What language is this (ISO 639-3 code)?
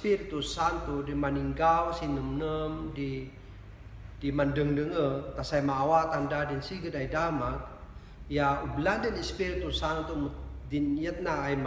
kne